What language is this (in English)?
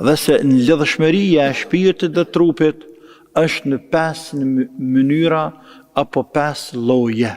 Albanian